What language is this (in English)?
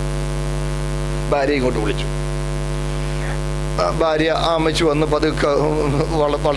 Malayalam